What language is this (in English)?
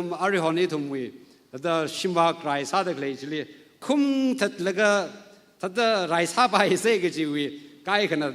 Tangkhul Naga (India)